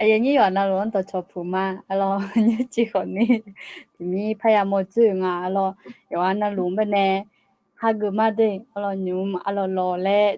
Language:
Akha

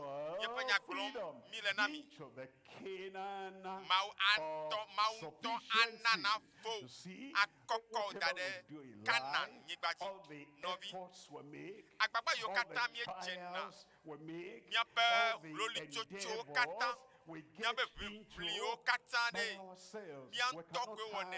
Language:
Ewe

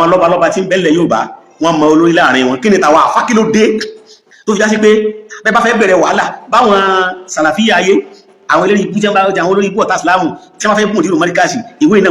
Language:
Yoruba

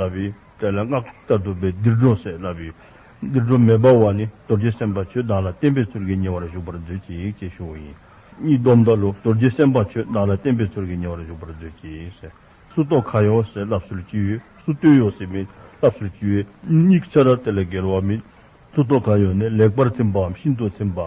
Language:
Dzongkha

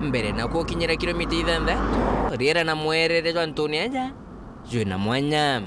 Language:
Meru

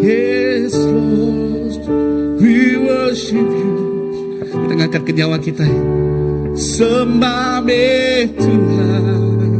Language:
Iban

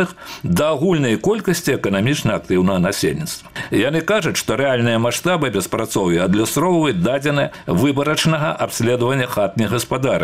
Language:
Belarusian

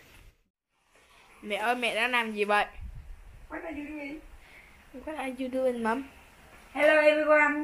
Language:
Vietnamese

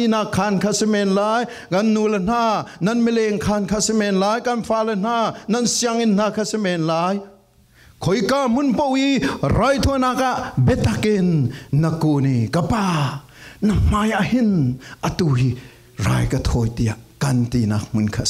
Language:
Falam Chin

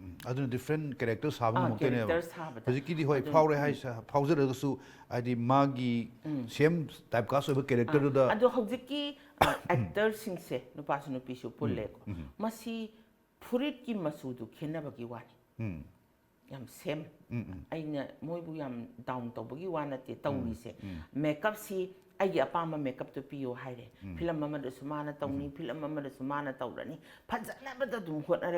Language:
Manipuri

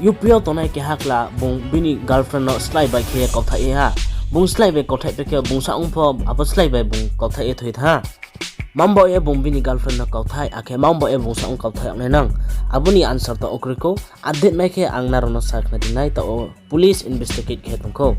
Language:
Riang (India)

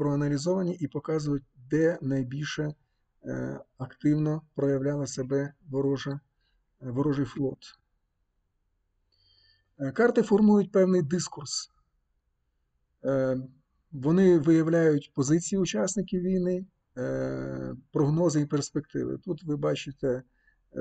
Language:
Ukrainian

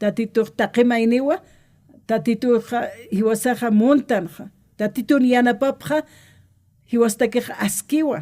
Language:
Aymara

